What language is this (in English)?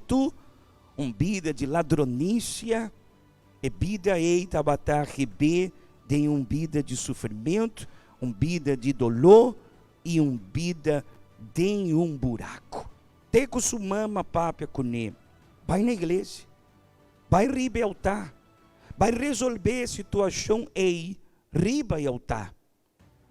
Papiamento